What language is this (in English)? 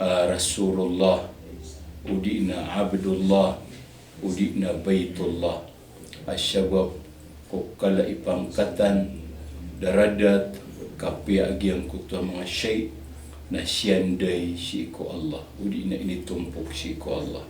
Maranao